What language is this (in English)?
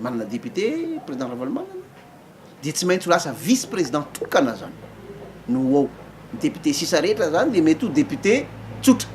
Malagasy